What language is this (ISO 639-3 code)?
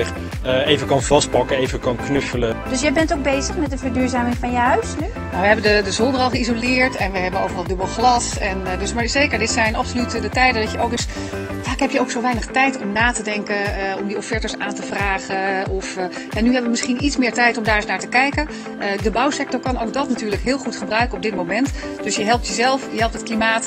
nld